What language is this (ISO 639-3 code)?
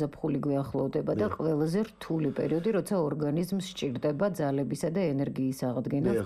kat